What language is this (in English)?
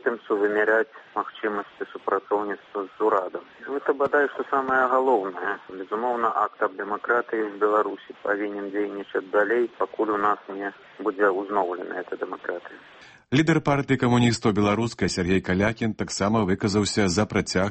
Belarusian